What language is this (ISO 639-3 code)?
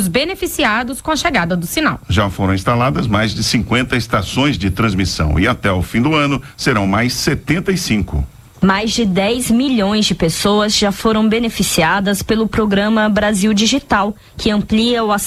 por